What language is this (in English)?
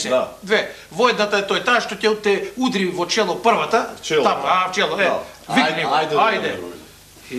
Macedonian